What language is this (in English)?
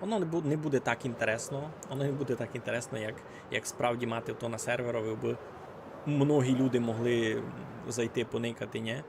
Rusyn